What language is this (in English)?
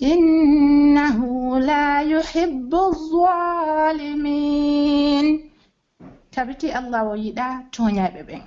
Pular